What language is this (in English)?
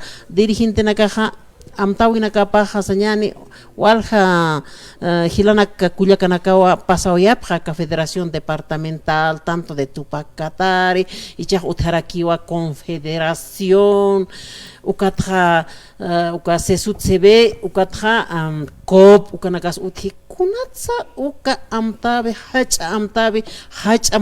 Aymara